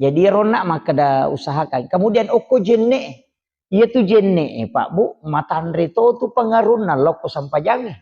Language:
Buginese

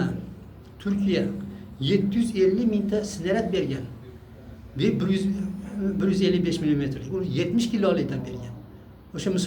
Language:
Uzbek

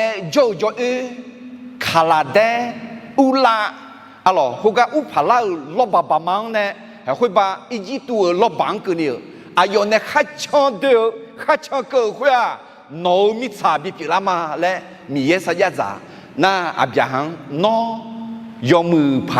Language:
Akha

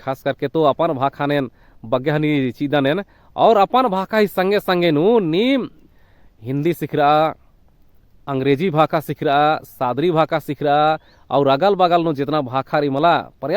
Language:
Kurukh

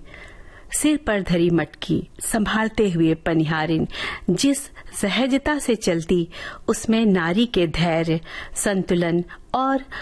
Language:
Hindi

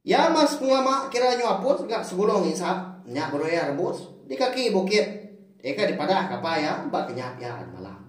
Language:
Iban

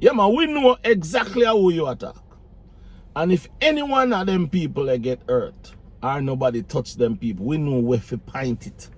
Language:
Jamaican Creole English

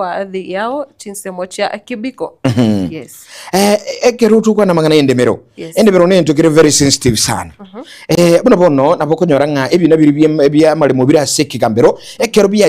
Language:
Gusii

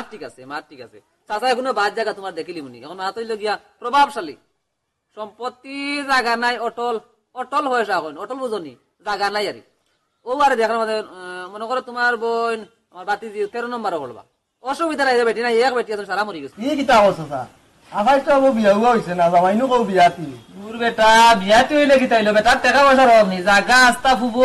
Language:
Sylheti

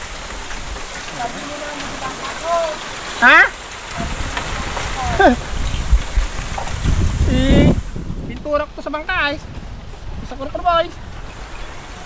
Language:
Filipino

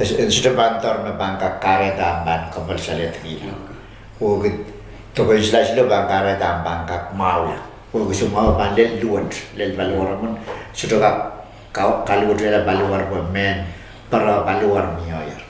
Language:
Pohnpeian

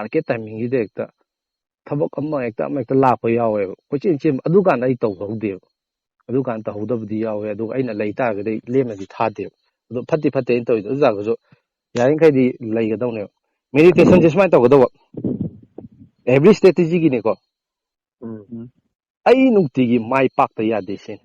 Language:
Manipuri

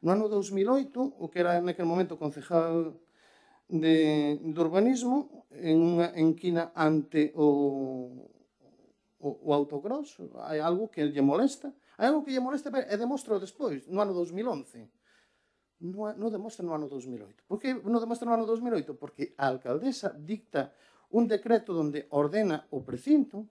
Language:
Galician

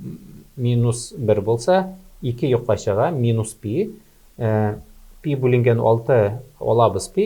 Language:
Tatar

